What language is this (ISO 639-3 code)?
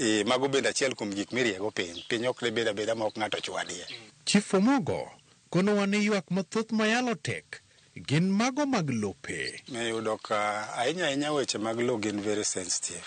luo